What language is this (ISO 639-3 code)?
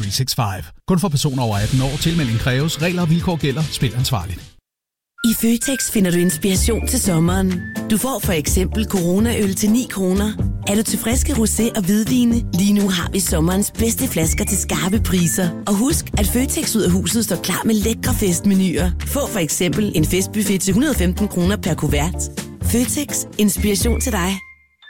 dan